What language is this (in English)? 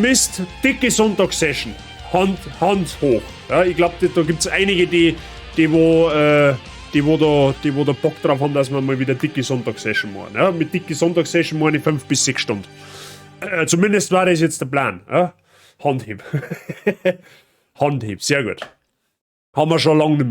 Bavarian